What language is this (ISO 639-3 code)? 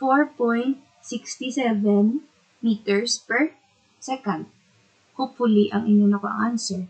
hil